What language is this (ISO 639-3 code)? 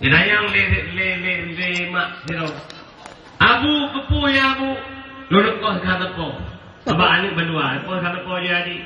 ace